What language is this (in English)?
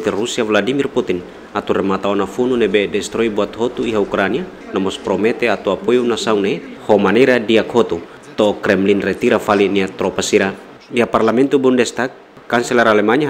Tetum